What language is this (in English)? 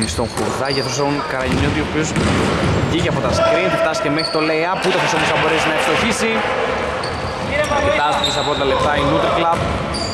Greek